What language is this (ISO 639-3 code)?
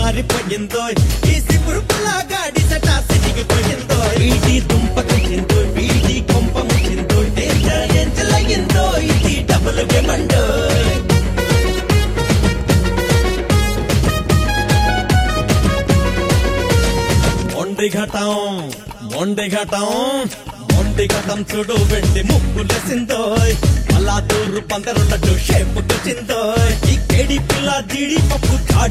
tel